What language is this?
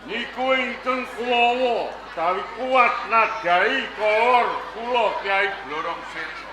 Javanese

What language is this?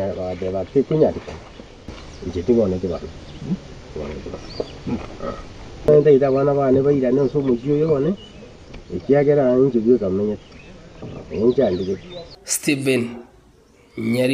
Gusii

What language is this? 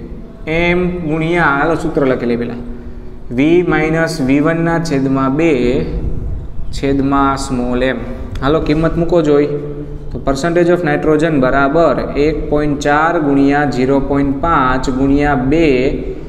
Gujarati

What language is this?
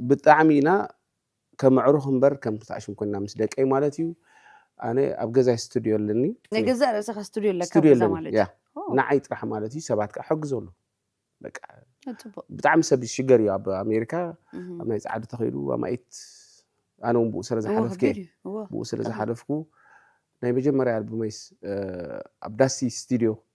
Tigrinya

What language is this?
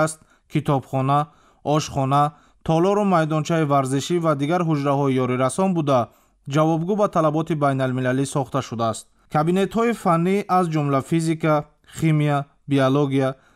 Tajik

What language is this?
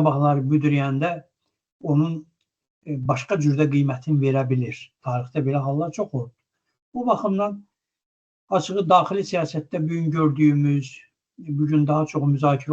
Azerbaijani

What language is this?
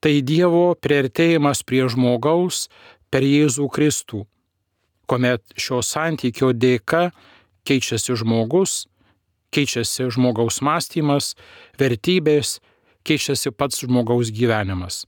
Lithuanian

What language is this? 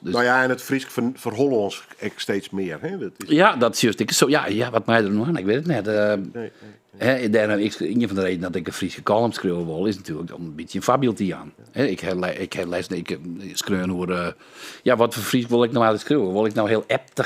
Western Frisian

